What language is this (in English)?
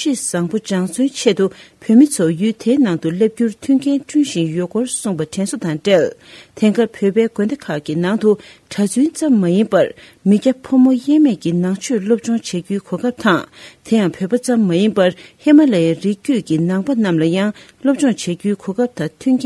Tibetan